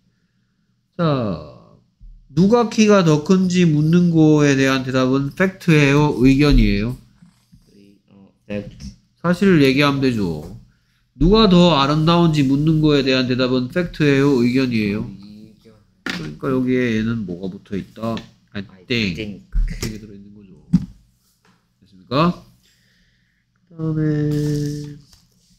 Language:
Korean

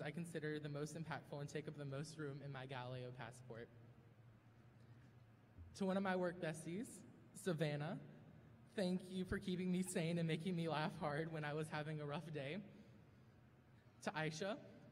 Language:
English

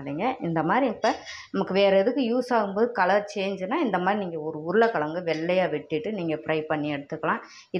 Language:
Tamil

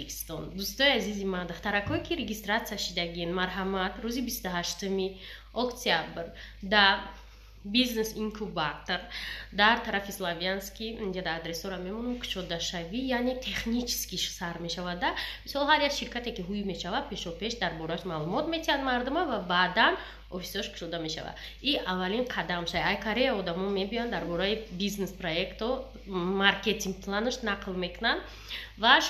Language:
Tajik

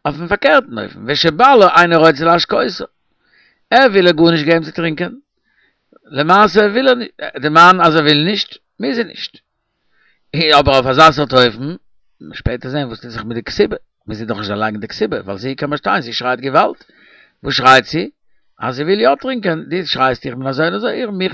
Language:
Yiddish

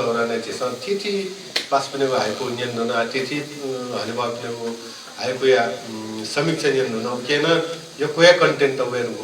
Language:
Newari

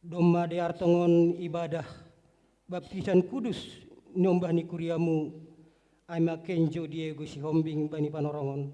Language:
Batak Simalungun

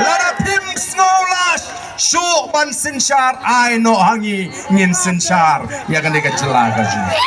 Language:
Khasi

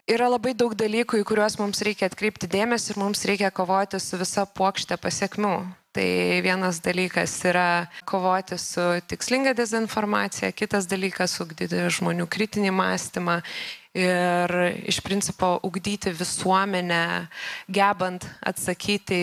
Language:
Lithuanian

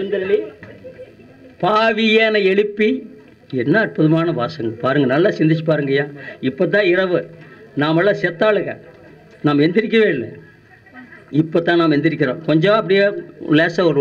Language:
Tamil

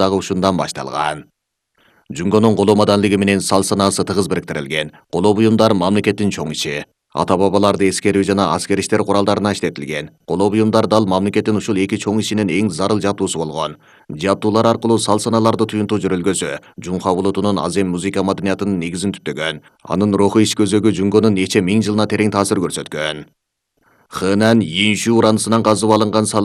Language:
Kyrgyz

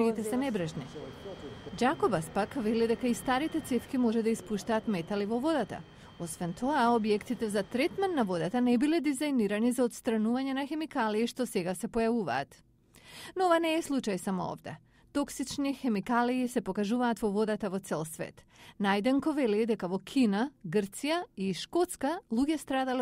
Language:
Macedonian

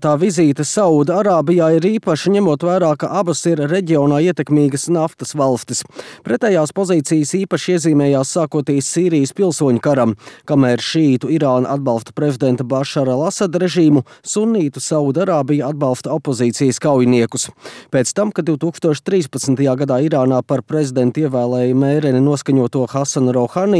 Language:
Latvian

